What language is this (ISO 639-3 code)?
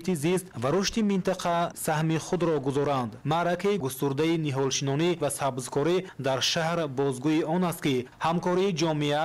tgk